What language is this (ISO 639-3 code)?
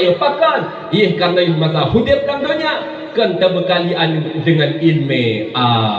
ace